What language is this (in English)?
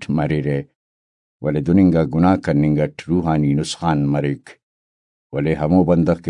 Brahui